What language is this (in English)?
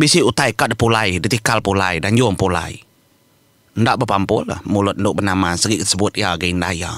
Iban